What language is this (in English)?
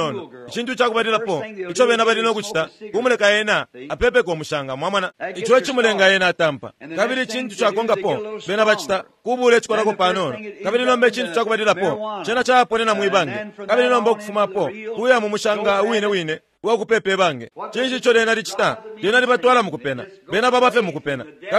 Bemba